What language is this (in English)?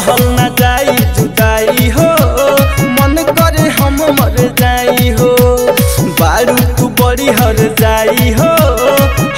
Bhojpuri